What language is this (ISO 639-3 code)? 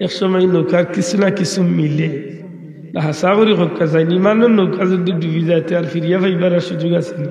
syl